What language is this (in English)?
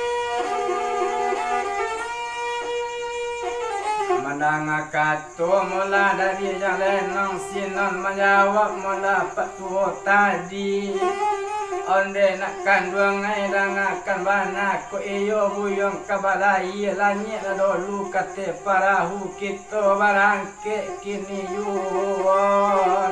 Minangkabau